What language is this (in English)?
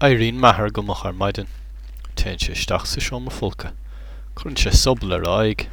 Irish